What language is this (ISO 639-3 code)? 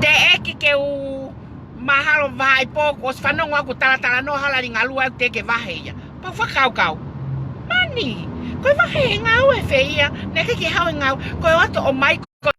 ton